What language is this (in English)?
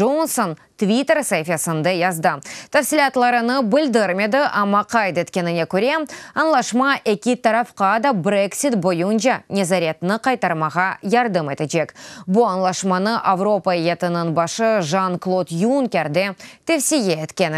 Crimean Tatar